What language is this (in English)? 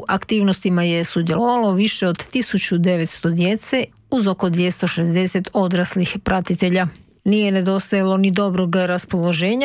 Croatian